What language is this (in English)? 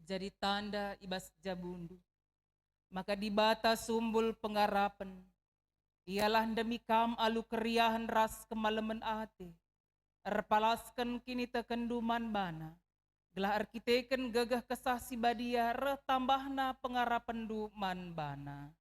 Batak Karo